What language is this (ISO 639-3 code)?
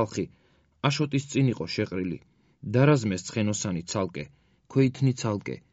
kat